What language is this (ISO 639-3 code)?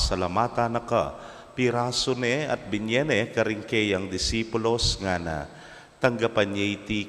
pam